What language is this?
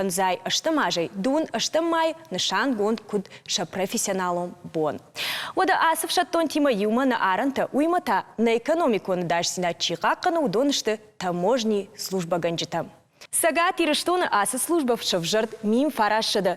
Ossetic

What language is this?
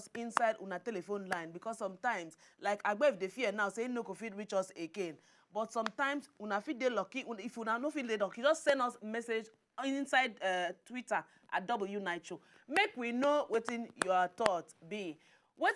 Nigerian Pidgin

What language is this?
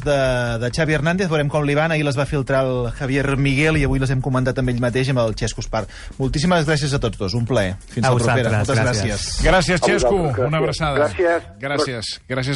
Catalan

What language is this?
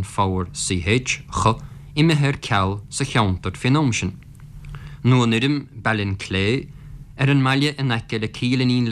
Irish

